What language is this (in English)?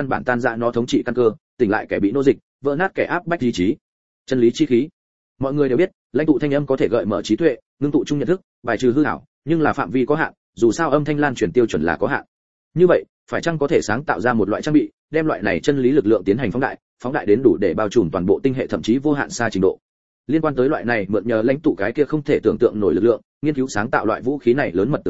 Vietnamese